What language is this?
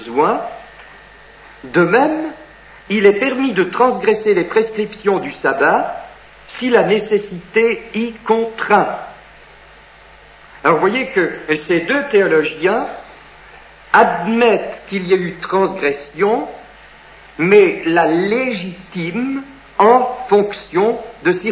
French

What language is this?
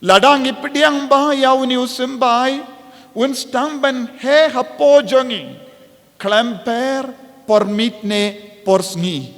Khasi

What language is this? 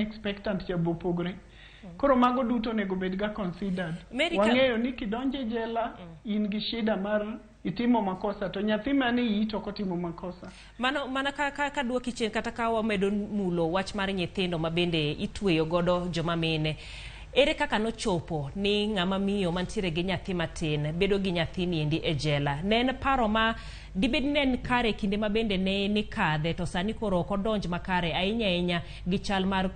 Luo (Kenya and Tanzania)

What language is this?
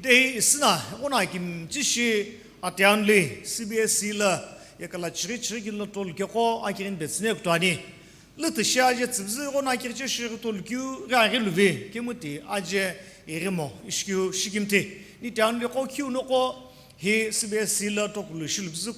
Sumi Naga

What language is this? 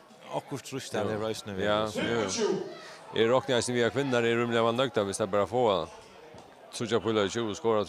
Faroese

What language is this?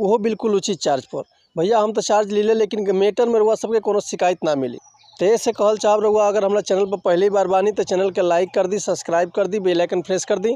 Bhojpuri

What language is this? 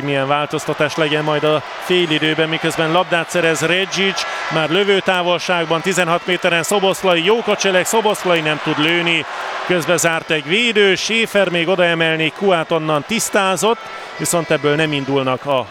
Hungarian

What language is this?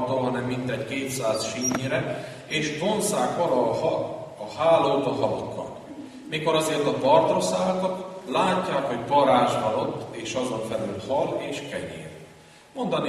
Hungarian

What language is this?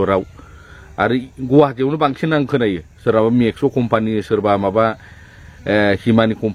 Bodo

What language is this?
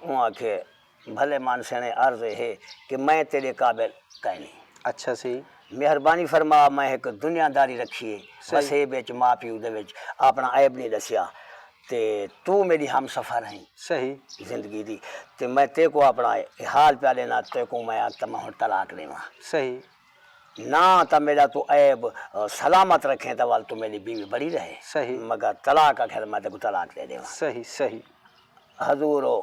Saraiki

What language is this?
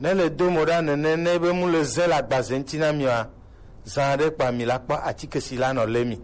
Gen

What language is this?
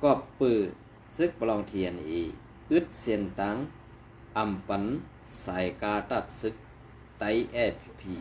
Shan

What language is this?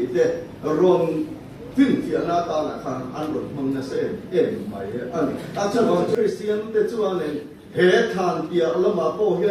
Mizo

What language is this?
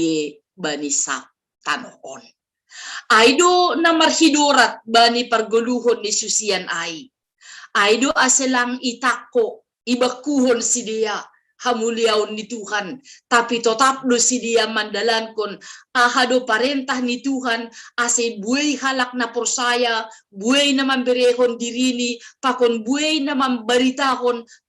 Batak Simalungun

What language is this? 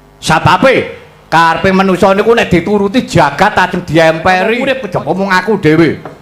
Javanese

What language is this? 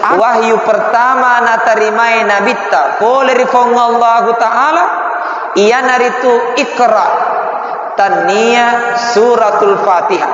Buginese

